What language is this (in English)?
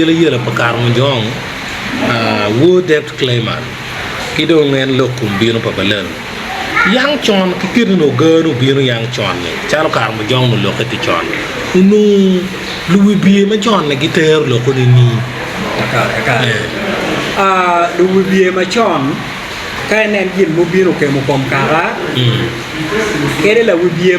Acoli